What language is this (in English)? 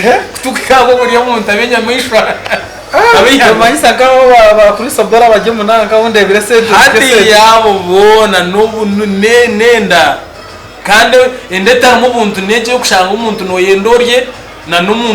Nyankole